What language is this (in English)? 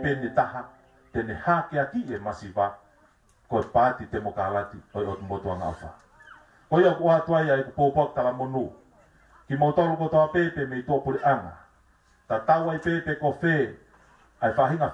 Tongan